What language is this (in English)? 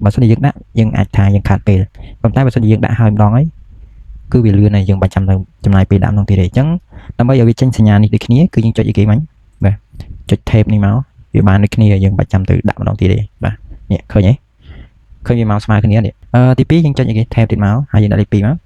Khmer